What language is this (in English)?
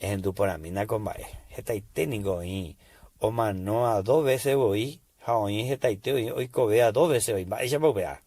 Guarani